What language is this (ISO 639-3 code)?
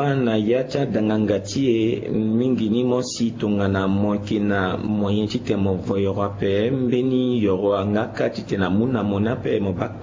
sag